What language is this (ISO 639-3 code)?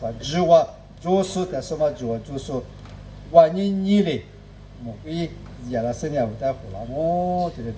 lis